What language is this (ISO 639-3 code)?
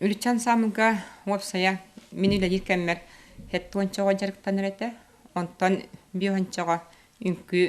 sah